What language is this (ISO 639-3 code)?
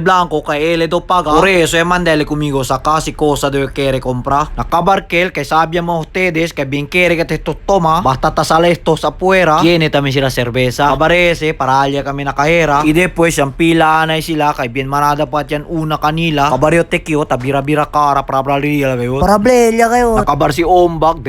cbk